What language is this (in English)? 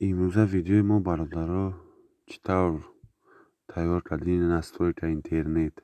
Tajik